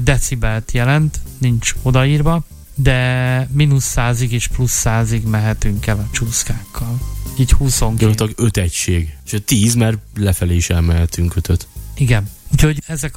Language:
Hungarian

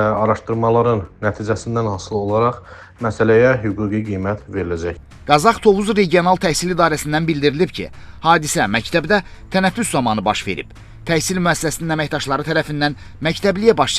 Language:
Azerbaijani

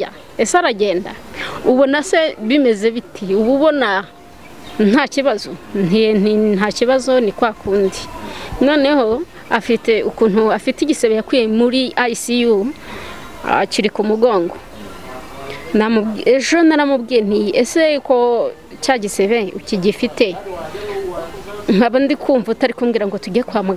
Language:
Kinyarwanda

